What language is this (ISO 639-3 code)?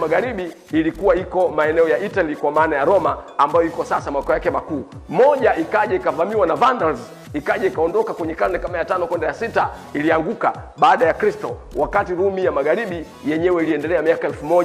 swa